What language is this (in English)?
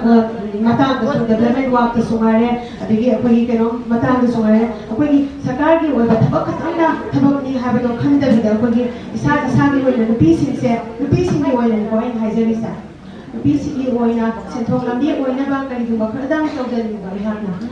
Manipuri